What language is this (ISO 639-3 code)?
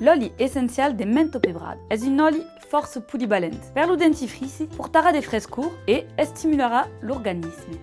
oci